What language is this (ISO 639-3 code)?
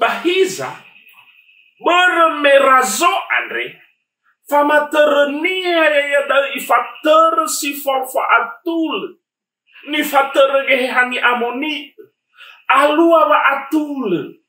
nia